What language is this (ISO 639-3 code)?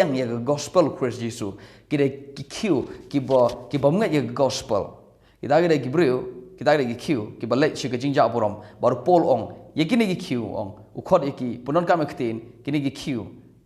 kha